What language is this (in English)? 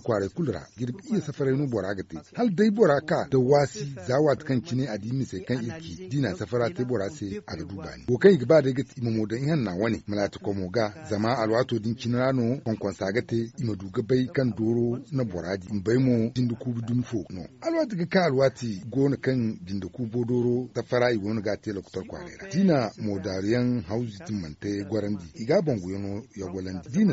Zarma